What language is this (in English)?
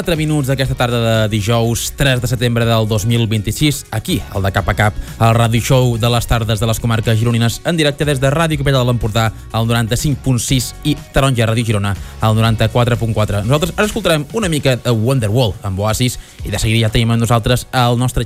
Catalan